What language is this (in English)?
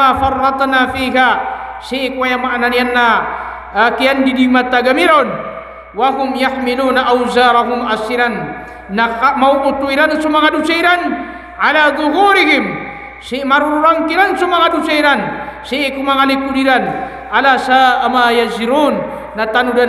Maranao